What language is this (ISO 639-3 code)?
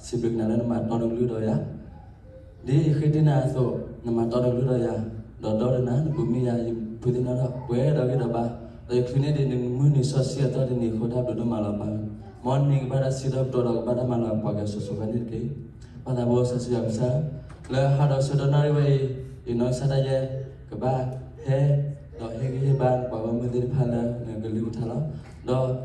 ksw